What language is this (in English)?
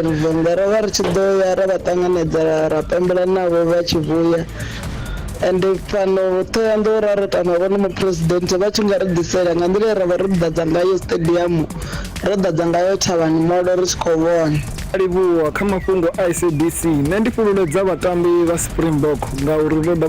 Venda